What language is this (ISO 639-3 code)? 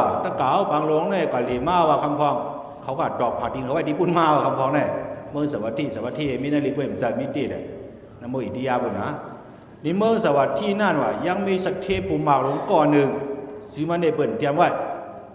shn